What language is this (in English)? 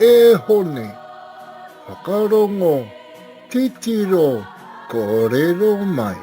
Māori